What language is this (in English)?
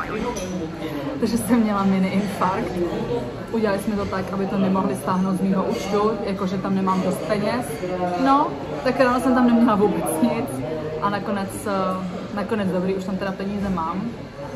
Czech